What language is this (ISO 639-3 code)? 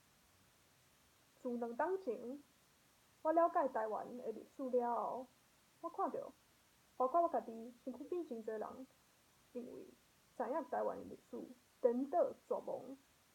nan